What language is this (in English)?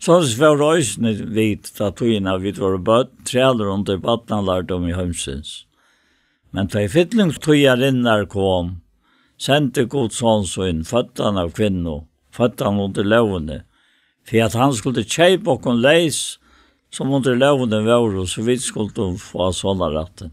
Faroese